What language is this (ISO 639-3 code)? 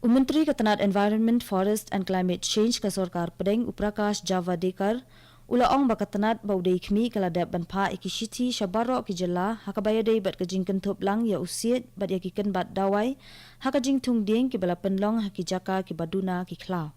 kha